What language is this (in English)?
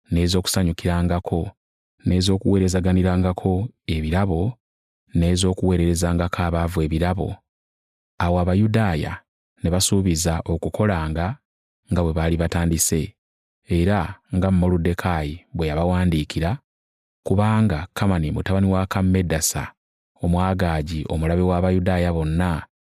Ganda